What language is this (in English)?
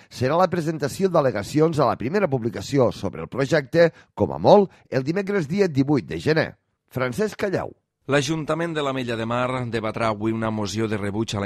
Catalan